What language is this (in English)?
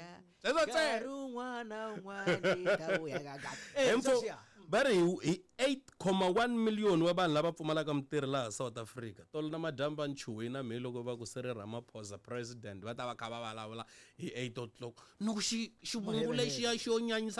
Tsonga